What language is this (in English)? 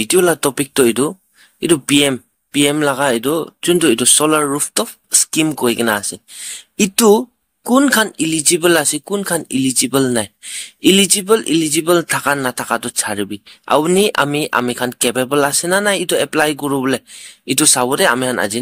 Naga Pidgin